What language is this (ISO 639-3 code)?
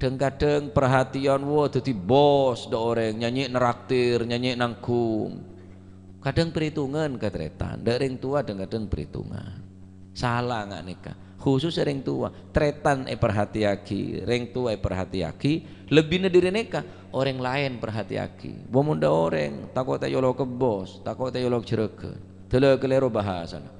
mad